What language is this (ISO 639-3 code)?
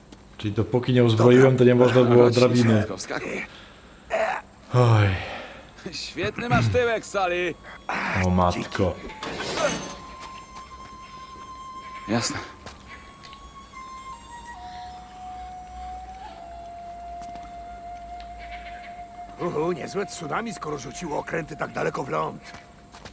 pol